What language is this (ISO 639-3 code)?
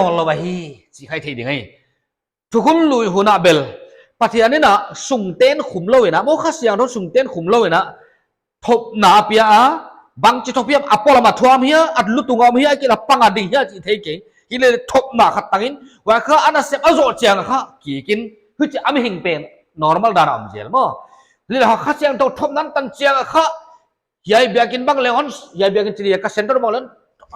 pck